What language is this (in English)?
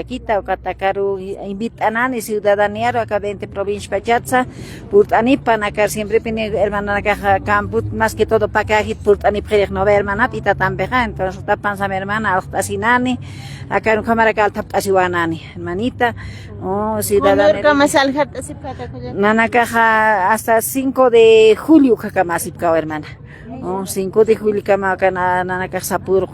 Aymara